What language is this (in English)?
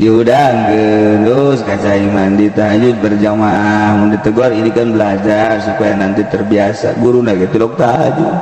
Sundanese